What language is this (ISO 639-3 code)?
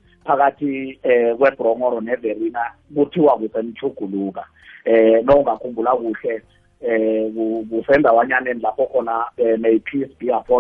nbl